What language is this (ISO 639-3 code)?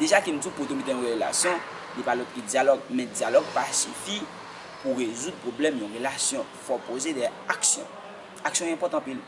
hat